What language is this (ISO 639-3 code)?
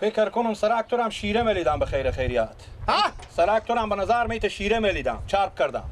fas